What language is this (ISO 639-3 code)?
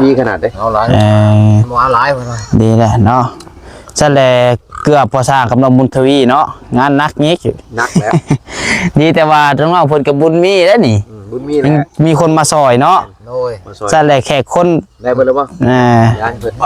tts